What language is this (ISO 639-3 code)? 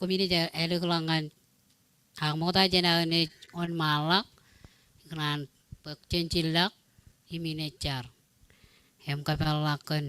mah